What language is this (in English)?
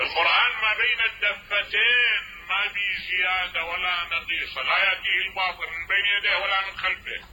Mesopotamian Arabic